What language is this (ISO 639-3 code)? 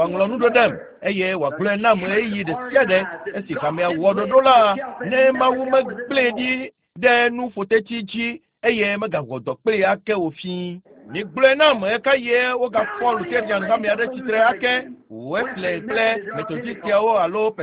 ewe